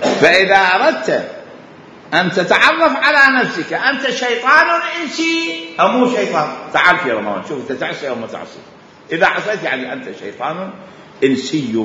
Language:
Mesopotamian Arabic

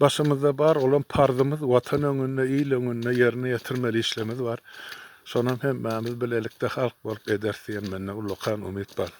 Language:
Turkmen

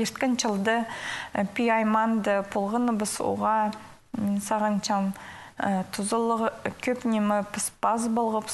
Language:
Khakas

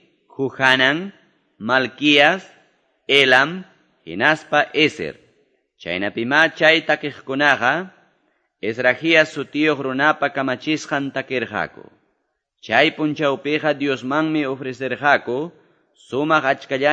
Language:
Quechua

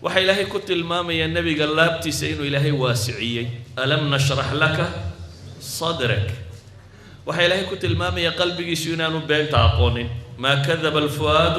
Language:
Somali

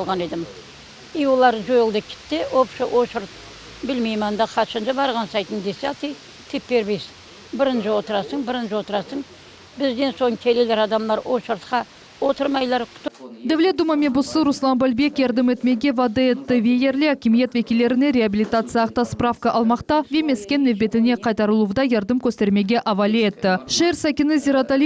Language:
Crimean Tatar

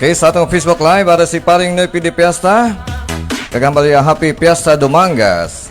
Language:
Hiligaynon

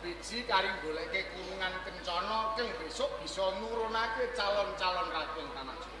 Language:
Javanese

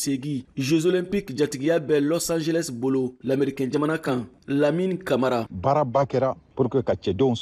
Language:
Bambara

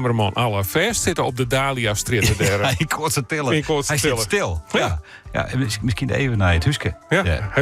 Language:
Western Frisian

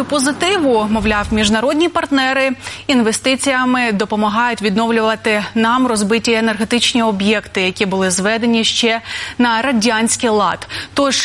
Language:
Ukrainian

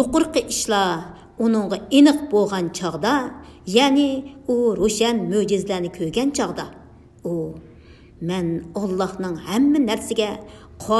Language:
Uyghur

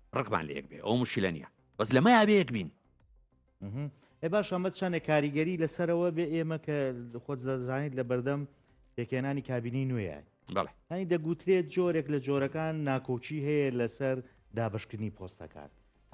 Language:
Central Kurdish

